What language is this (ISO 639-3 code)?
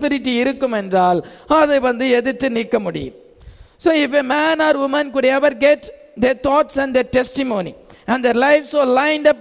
tam